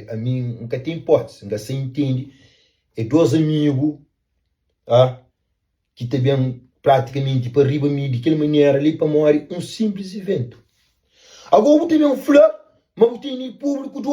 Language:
Kabuverdianu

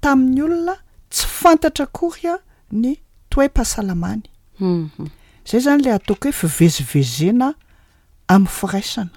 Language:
Malagasy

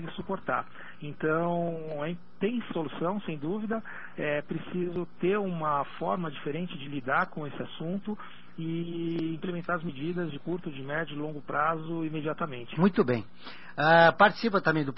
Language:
Portuguese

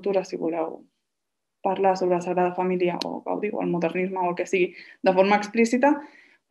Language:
Catalan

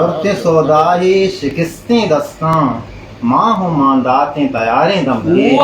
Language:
Eastern Balochi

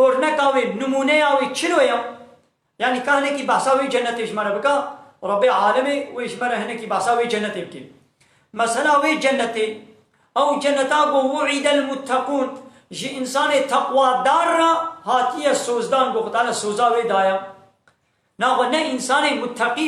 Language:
Kurdish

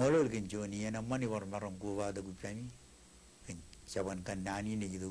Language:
Marshallese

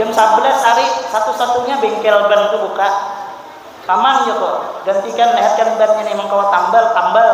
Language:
Banjar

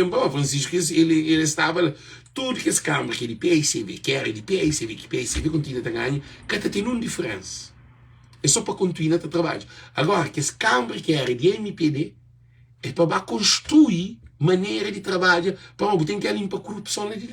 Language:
Kabuverdianu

